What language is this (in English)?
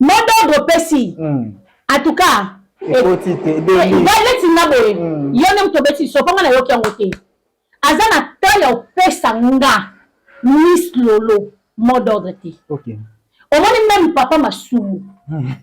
Lingala